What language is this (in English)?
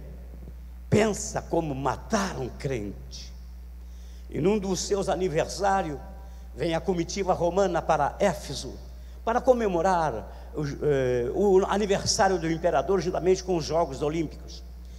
Portuguese